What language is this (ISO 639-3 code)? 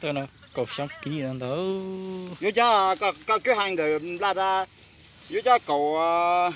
hmn